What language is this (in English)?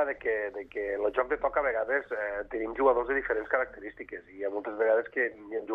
Catalan